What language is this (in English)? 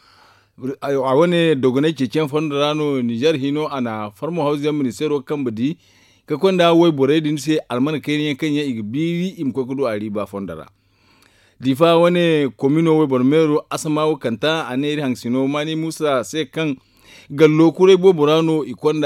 Zarma